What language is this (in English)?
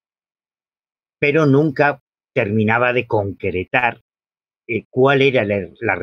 Spanish